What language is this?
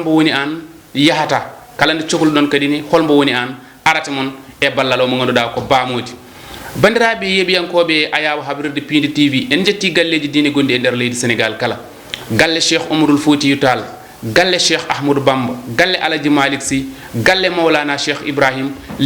Fula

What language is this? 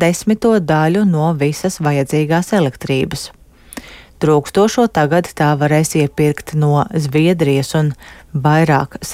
Latvian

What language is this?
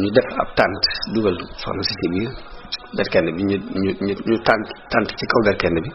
Wolof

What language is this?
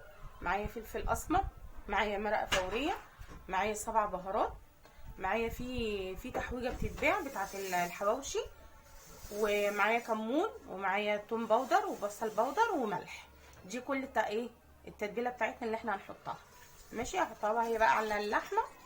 Egyptian Arabic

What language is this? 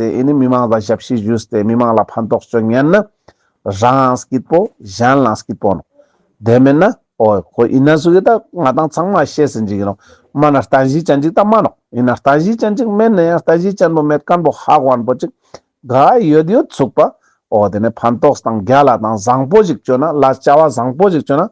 Ladakhi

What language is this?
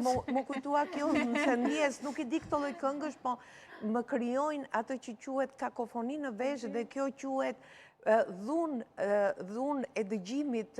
Albanian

